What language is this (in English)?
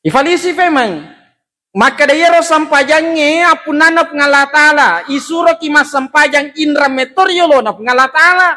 Buginese